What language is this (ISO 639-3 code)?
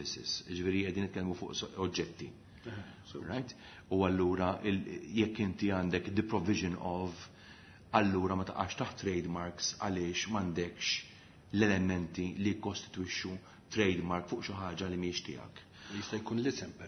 mlt